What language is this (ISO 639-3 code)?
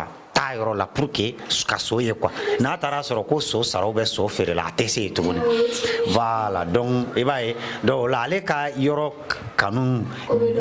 bam